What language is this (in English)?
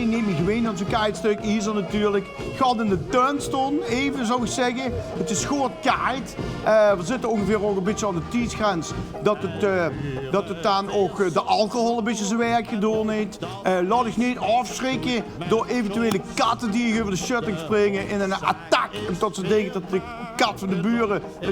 Limburgish